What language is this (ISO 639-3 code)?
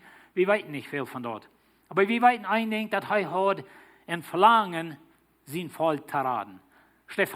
pdt